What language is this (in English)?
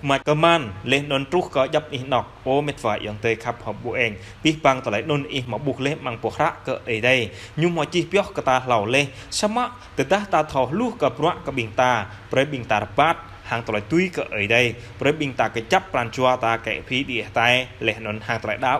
Jarai